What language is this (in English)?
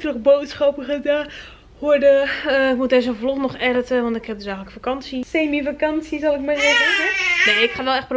Dutch